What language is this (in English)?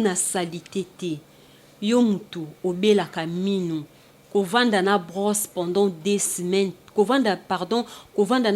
Lingala